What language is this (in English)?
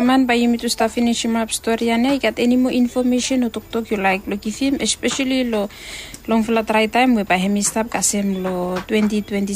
Bislama